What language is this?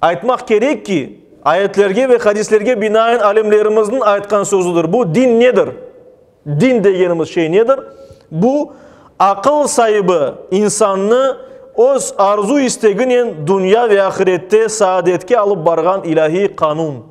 Crimean Tatar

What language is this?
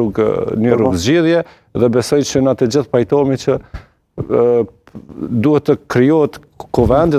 Albanian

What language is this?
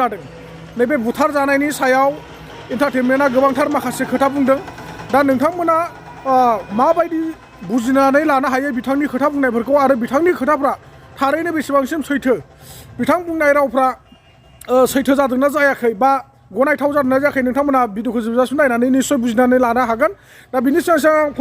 Bodo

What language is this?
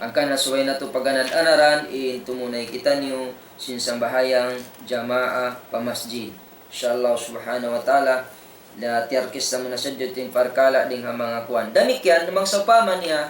Tausug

